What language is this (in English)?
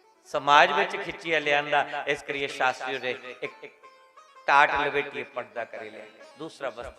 Dogri